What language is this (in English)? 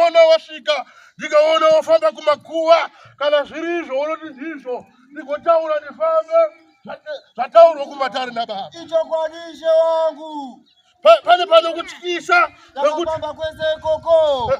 Shona